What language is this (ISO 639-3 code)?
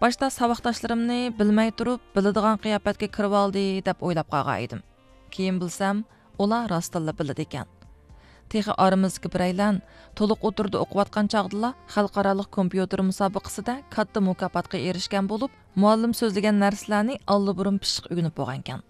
uig